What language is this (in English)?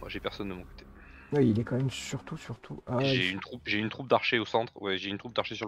French